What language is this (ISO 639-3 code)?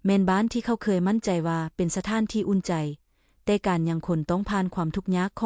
lao